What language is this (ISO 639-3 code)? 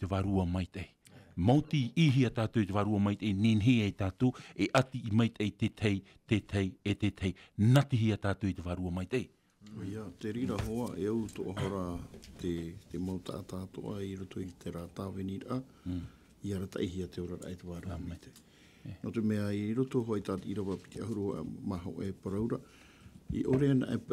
tah